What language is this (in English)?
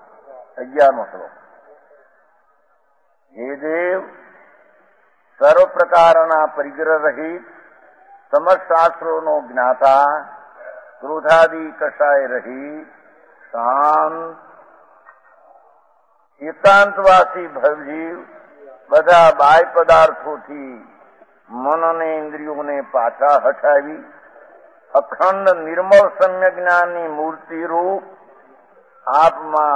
Gujarati